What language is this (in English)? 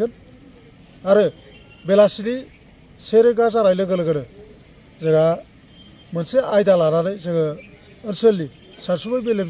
Bodo